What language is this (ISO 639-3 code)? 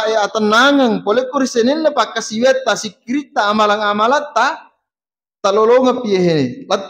bug